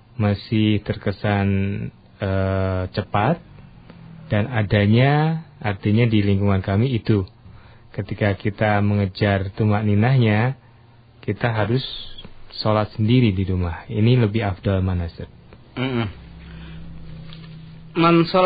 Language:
Indonesian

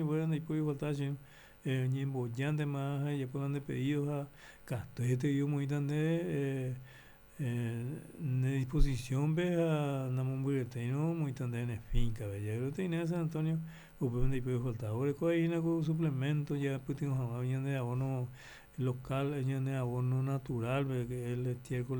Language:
Guarani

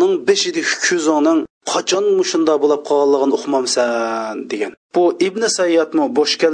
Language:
Uyghur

